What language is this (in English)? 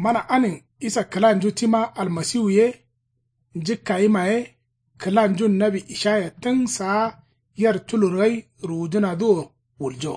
Kanuri